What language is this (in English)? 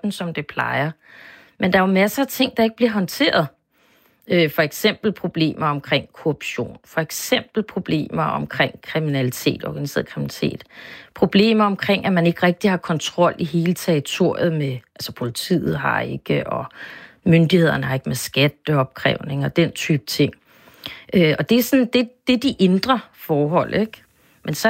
Danish